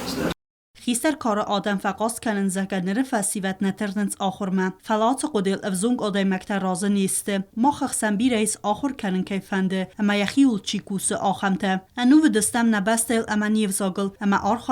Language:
Ossetic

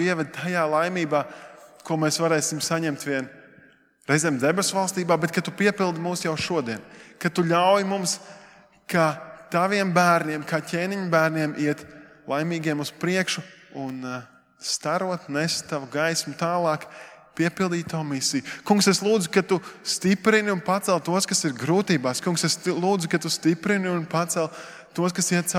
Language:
Latvian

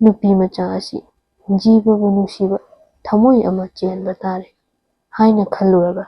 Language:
Manipuri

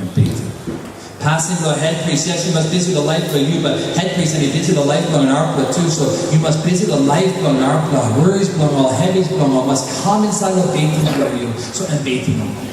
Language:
Tok Pisin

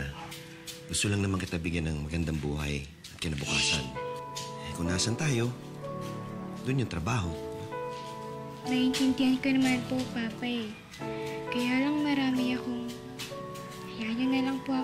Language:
Filipino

